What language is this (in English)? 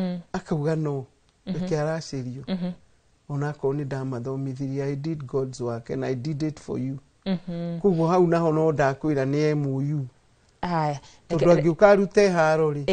Kikuyu